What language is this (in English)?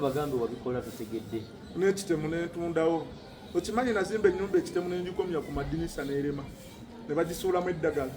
Ganda